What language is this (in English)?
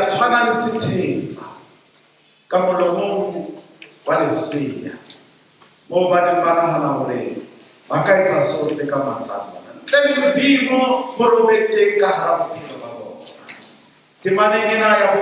Southern Sotho